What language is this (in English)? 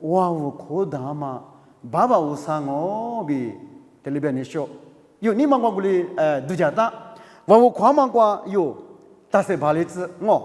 Lisu